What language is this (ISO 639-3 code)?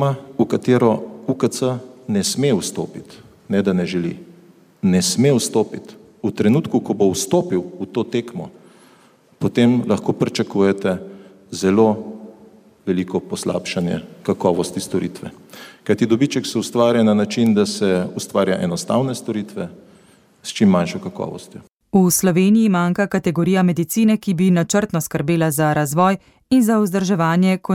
slv